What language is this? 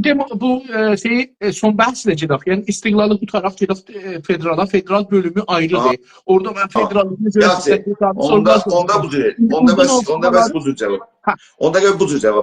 South Azerbaijani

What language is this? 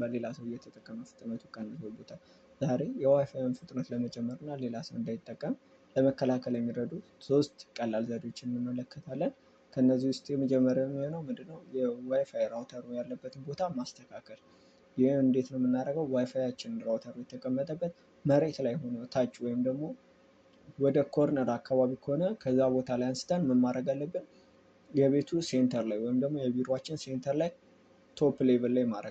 Amharic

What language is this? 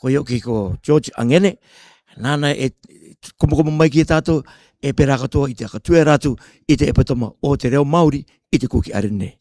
Rarotongan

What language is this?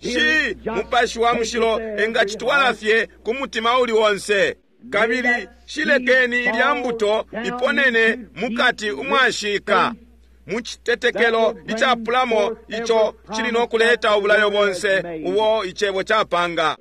Bemba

